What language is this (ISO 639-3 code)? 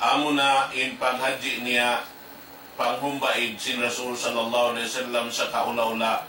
tsg